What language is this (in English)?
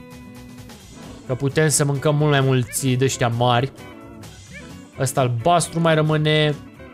Romanian